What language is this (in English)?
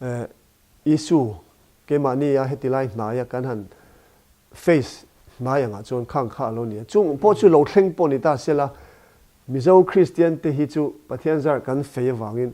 Mizo